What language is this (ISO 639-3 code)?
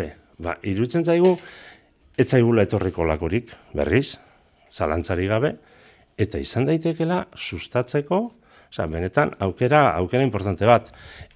eus